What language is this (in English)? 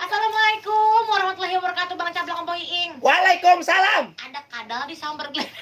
Betawi